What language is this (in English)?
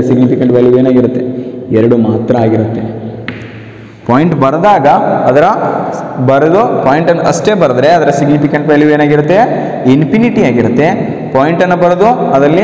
Kannada